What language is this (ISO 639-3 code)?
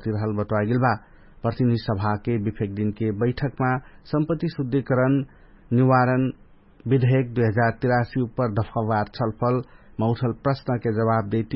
thl